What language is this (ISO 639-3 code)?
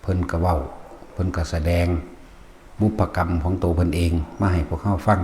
tts